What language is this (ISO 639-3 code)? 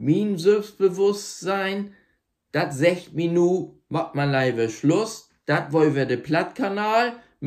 nds